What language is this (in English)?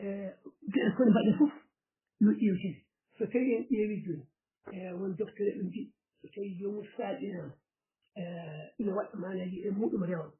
Fula